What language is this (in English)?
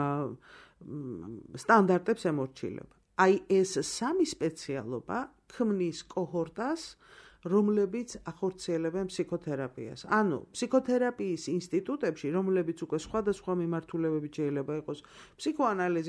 Georgian